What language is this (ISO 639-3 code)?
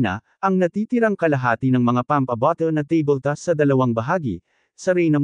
fil